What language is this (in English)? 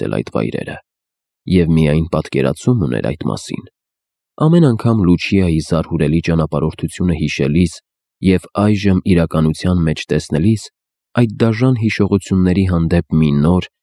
Armenian